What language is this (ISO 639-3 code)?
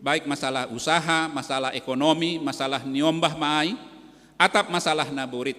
bts